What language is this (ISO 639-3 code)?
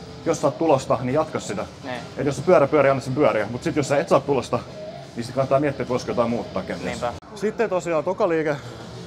fin